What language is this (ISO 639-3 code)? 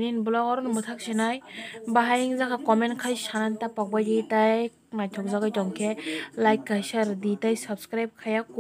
trp